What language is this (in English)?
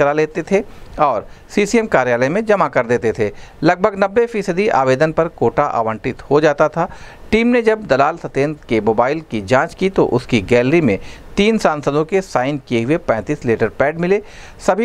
Hindi